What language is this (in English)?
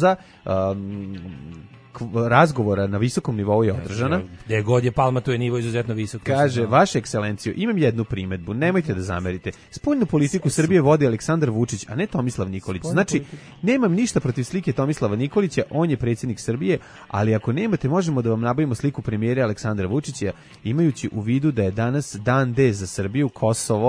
Serbian